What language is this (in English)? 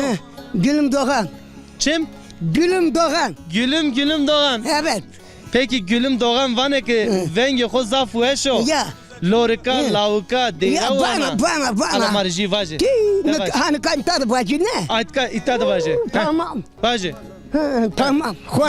Zaza